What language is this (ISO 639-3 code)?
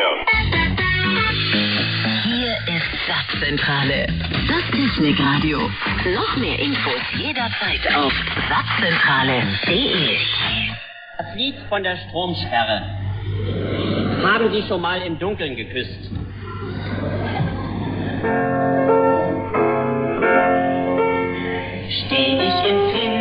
deu